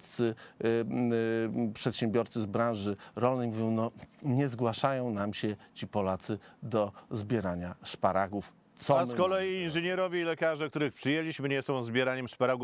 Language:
Polish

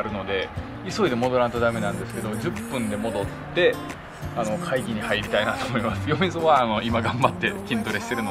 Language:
Japanese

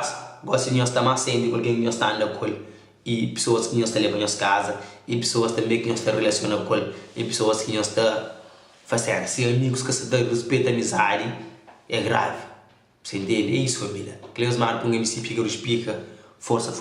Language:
Kabuverdianu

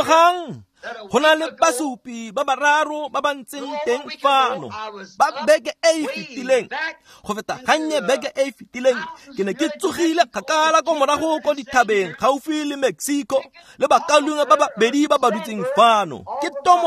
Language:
Tswana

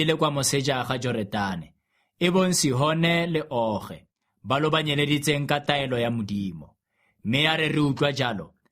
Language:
Tswana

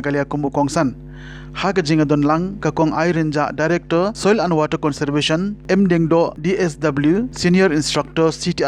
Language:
Khasi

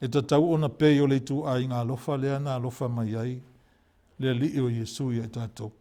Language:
Samoan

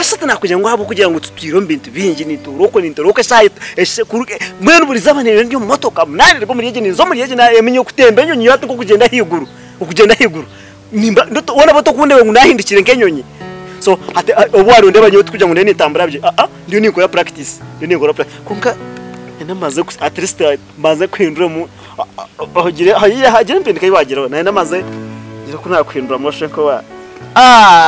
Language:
Nyankole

